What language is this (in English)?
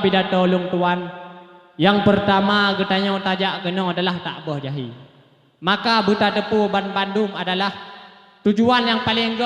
Achinese